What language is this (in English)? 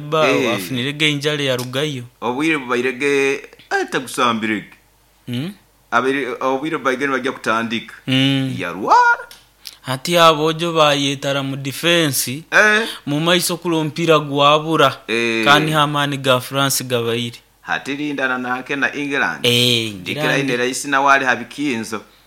Nyoro